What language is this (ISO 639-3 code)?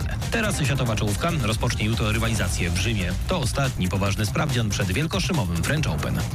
pol